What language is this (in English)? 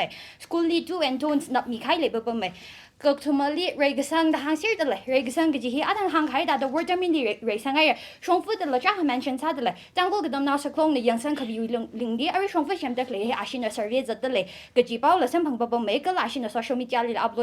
Tangkhul Naga (India)